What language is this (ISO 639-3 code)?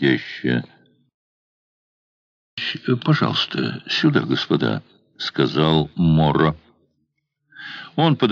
rus